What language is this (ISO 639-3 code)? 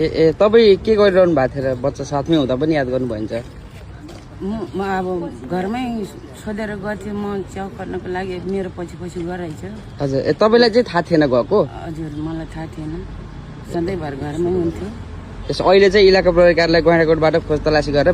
nep